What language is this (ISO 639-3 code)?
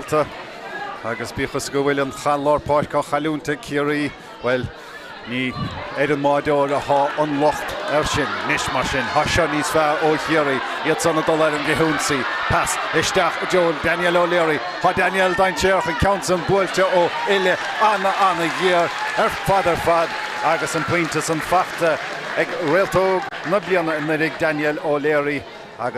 gle